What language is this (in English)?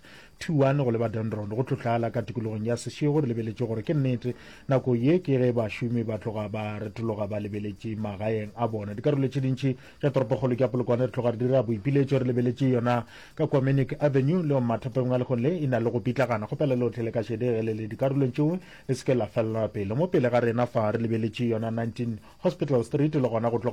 Northern Sotho